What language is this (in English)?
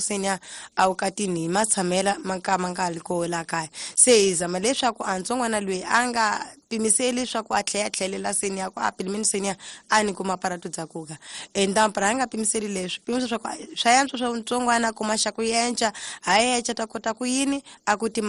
Tsonga